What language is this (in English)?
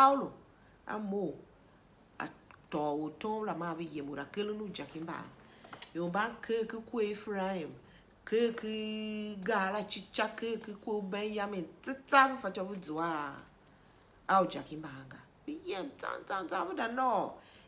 Tiv